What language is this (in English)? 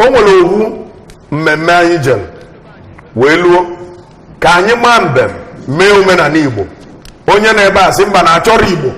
Igbo